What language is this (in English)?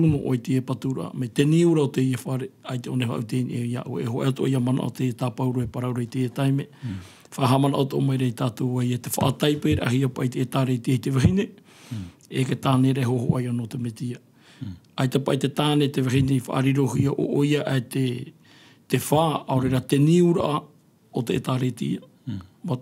Tahitian